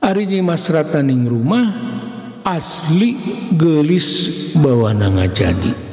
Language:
Sundanese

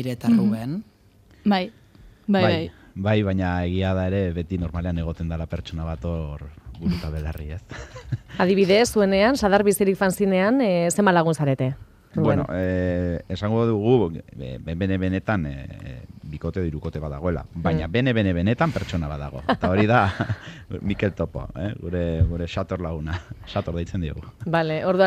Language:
Basque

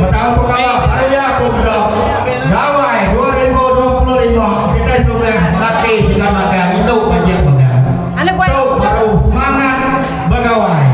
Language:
Iban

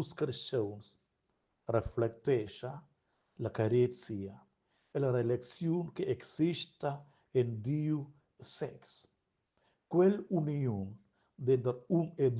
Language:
Romansh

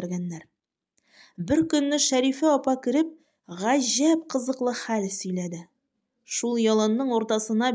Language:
Tatar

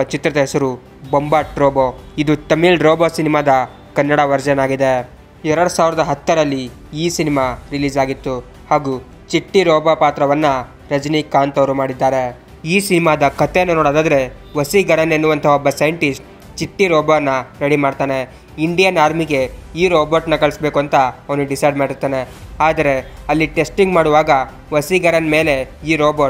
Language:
Kannada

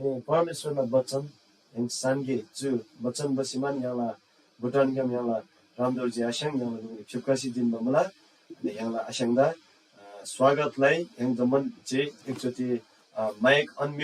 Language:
Eastern Tamang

